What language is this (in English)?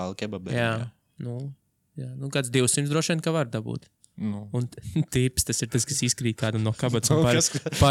Latvian